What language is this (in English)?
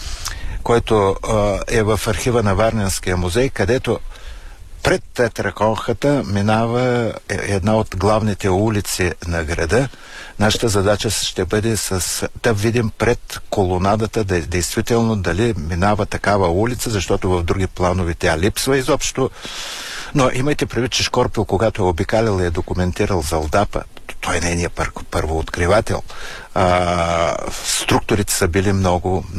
Bulgarian